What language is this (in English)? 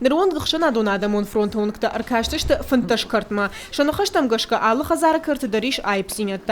Ossetic